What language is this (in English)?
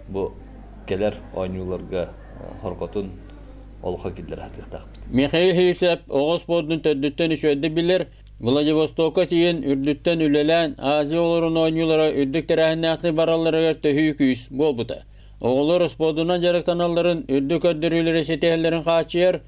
Yakut